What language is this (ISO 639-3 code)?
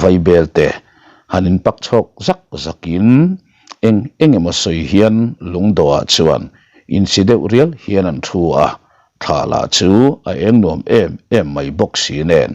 lus